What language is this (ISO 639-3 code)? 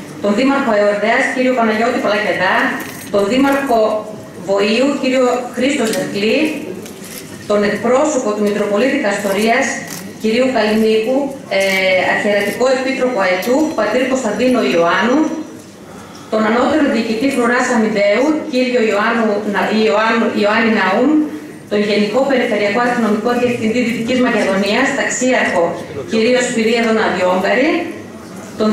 ell